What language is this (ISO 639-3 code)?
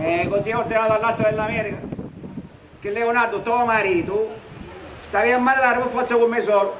scn